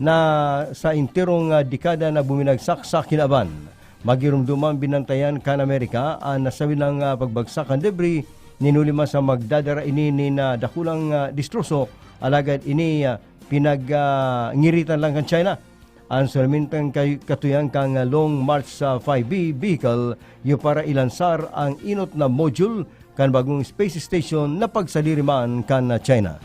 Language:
Bikol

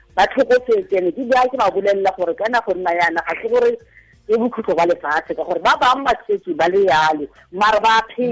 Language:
Tswana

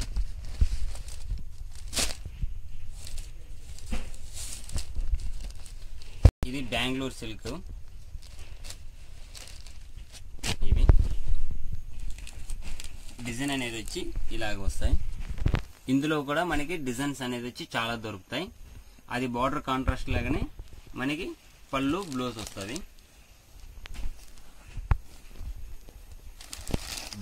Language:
Telugu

